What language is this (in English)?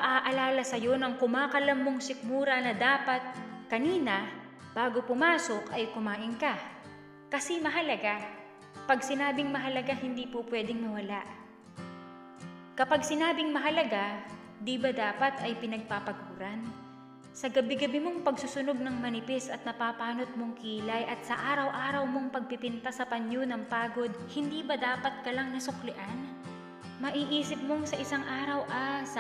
Filipino